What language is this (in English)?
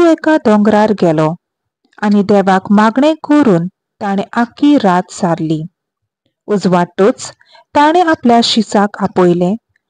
Konkani